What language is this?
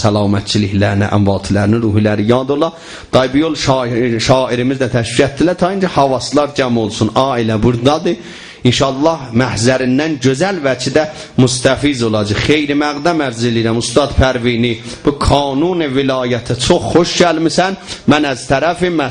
South Azerbaijani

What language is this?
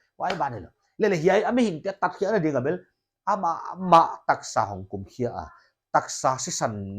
Paite Chin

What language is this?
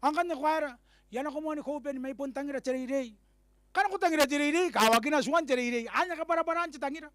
Gilbertese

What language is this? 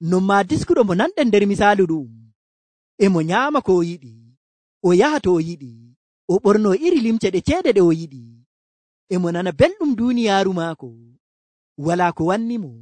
Nigerian Fulfulde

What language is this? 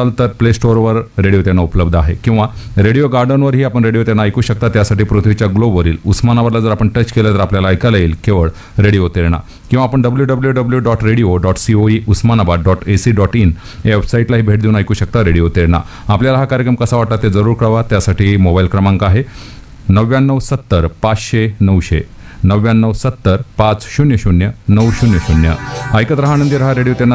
Marathi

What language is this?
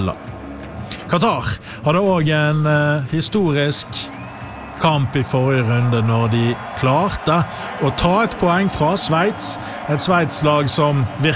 Norwegian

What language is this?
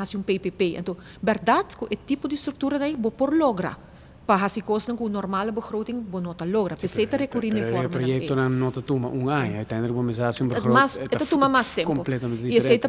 Papiamento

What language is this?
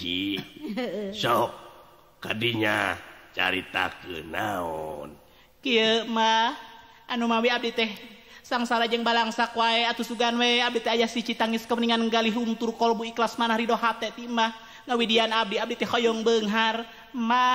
Sundanese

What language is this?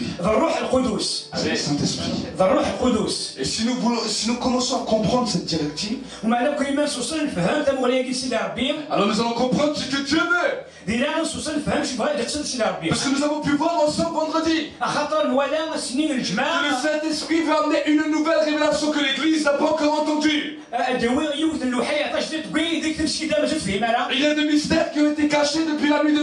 French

